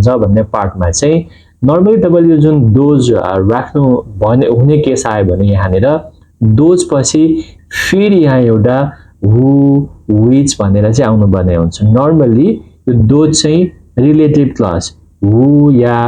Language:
Nepali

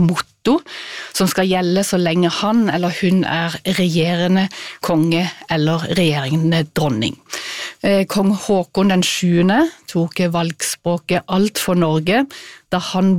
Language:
Norwegian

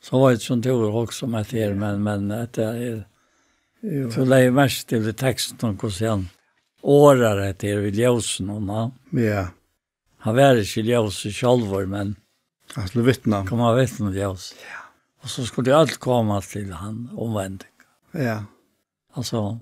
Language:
Faroese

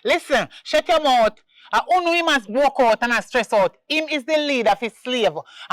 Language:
Jamaican Creole English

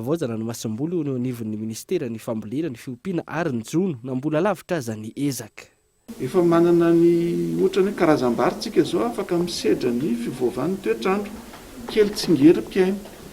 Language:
Malagasy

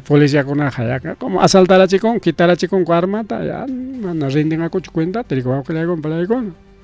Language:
Ayacucho Quechua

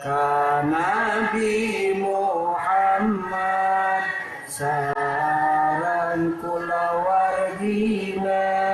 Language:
Sundanese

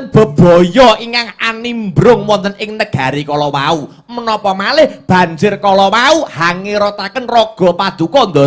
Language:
Javanese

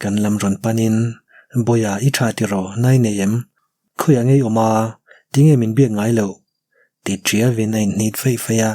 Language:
Mizo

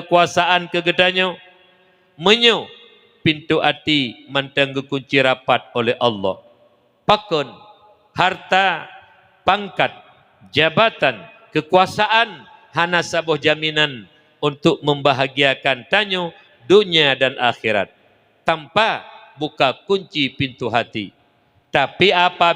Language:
Achinese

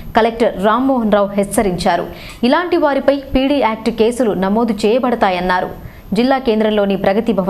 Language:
Telugu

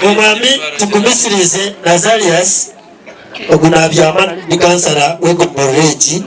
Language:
Nyankole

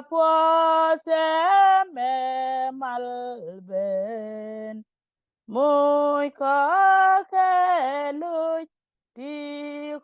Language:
Nuer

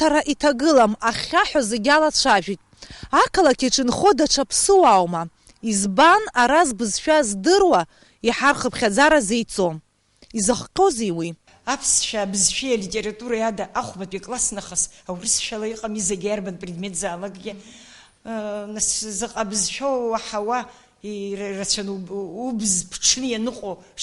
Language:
Abkhazian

